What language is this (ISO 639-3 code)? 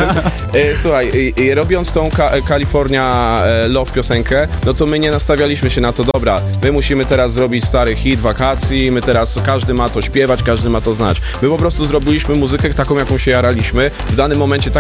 pol